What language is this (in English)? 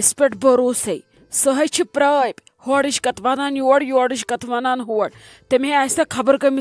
Kashmiri